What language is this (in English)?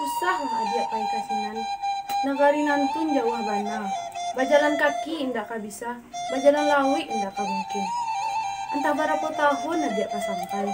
Minangkabau